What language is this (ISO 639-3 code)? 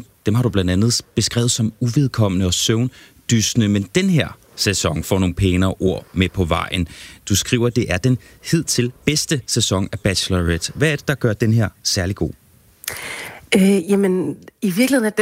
dan